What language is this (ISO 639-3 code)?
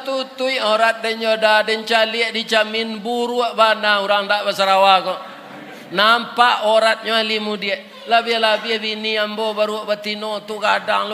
min